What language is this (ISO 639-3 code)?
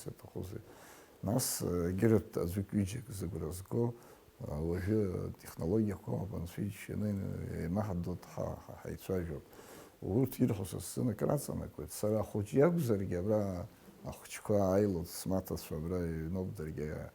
abk